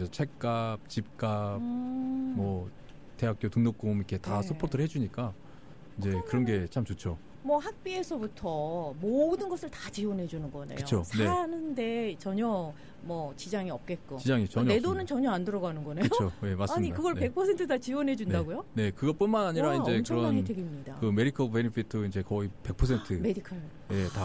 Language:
Korean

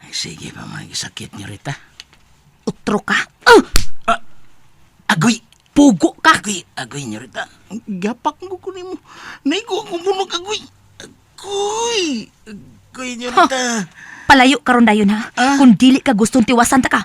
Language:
Cebuano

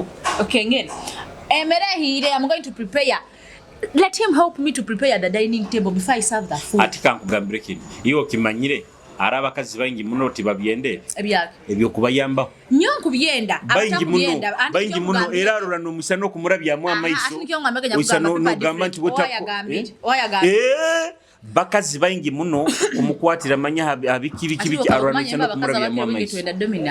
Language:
Nyoro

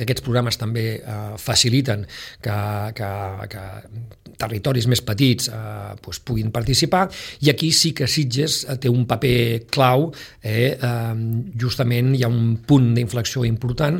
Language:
Catalan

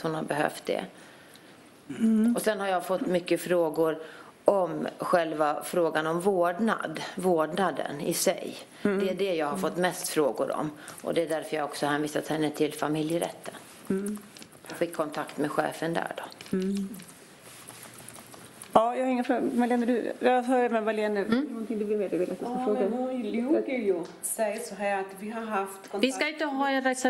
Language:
Swedish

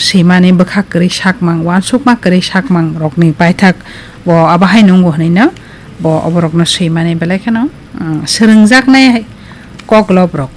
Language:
Kok Borok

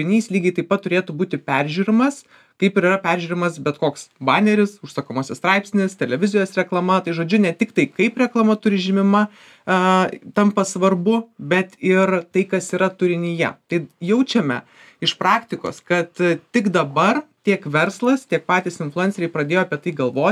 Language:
Lithuanian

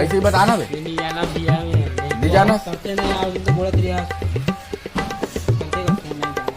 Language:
Chhattisgarhi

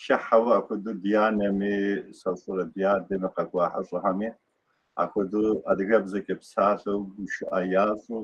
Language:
Kabardian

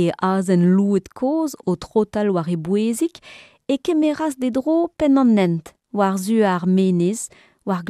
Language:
Breton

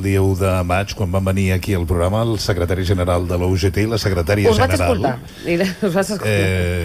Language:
Catalan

